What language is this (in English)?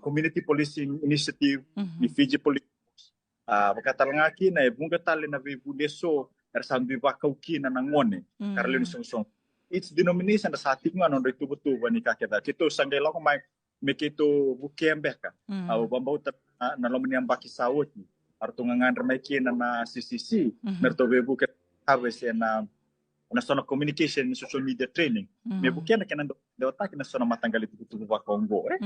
Fijian